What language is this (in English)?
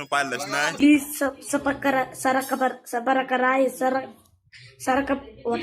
Kok Borok